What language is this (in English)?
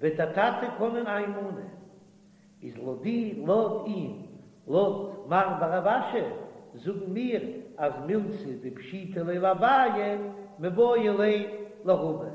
Yiddish